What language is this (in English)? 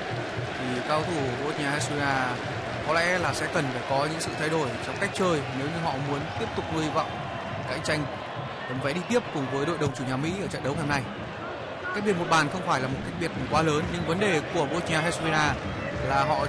Vietnamese